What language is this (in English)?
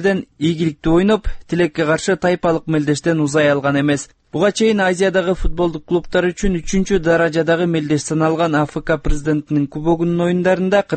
Kyrgyz